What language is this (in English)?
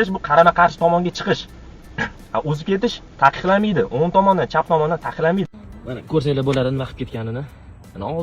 Uzbek